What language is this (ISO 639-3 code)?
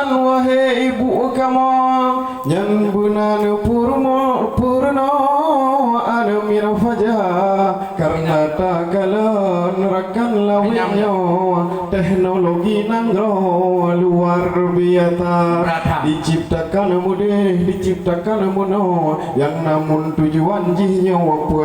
ace